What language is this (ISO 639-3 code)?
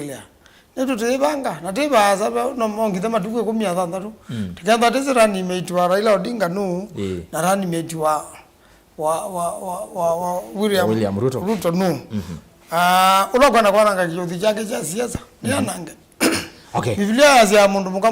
kam